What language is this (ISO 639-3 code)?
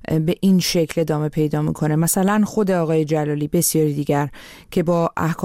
fas